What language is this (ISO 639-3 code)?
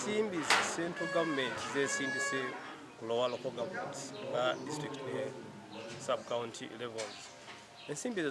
lug